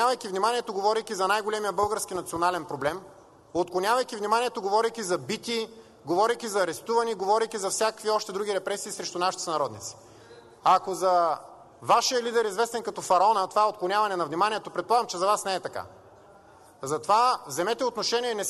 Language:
Bulgarian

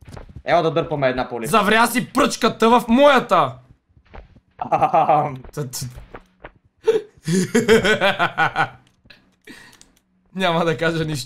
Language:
Bulgarian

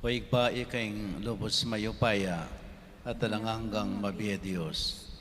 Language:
Pampanga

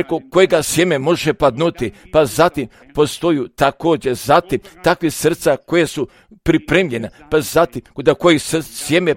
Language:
Croatian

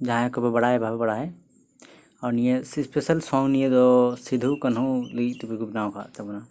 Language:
Santali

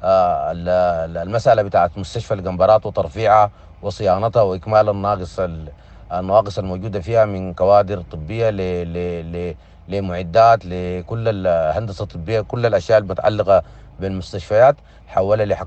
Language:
Sudanese Arabic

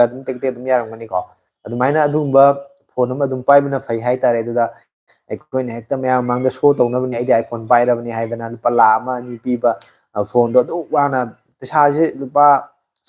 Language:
Manipuri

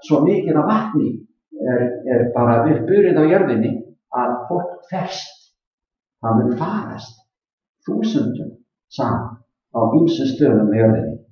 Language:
Icelandic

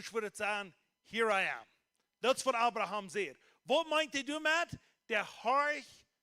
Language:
Plautdietsch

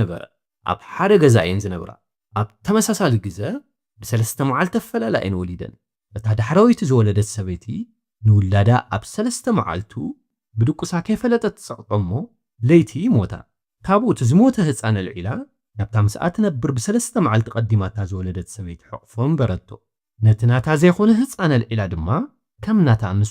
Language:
Tigrinya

